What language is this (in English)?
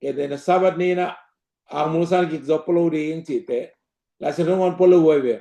Tedim Chin